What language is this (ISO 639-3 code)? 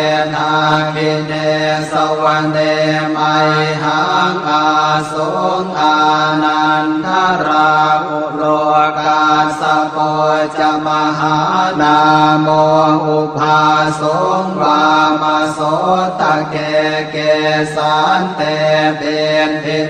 pli